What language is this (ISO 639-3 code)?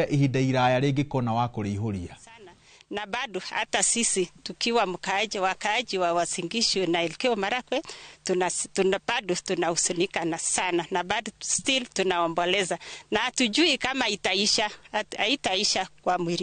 kik